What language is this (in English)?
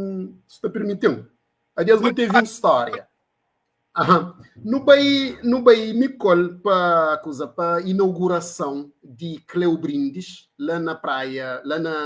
Kabuverdianu